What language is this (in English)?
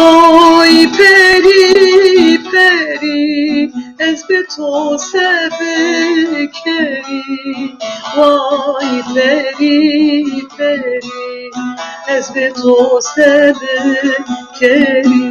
Kurdish